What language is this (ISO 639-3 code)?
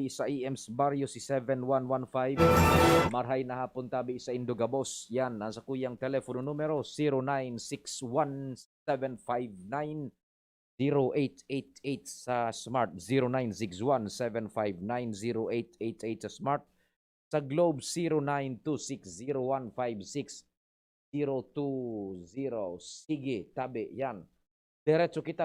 bik